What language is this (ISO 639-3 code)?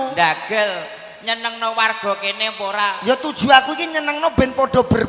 jav